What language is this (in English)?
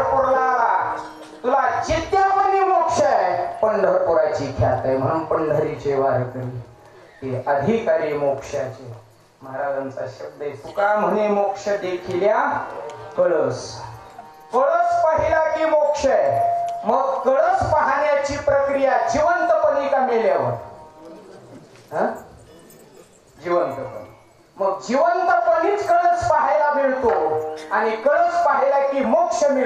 Marathi